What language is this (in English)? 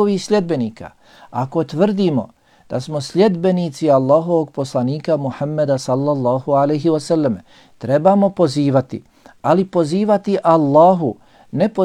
Bosnian